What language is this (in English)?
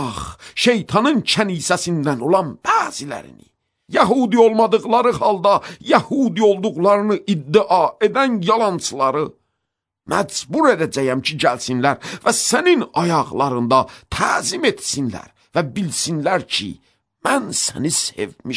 Azerbaijani